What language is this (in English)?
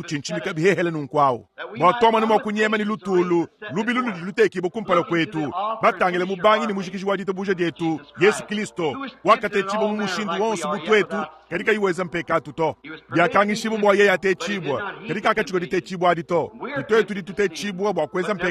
Luba-Lulua